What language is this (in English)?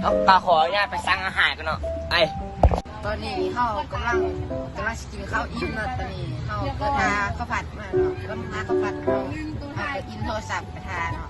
Lao